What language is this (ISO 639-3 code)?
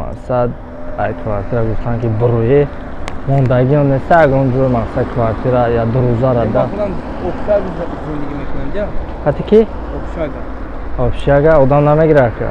tgk